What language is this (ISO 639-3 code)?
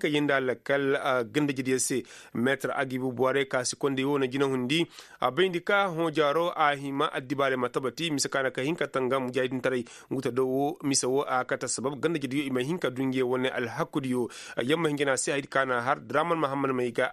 ses